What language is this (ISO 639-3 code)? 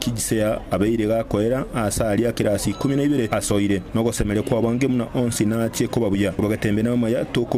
guz